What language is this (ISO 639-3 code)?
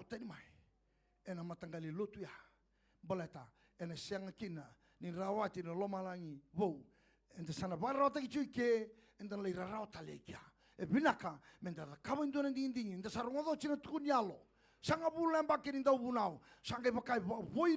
fij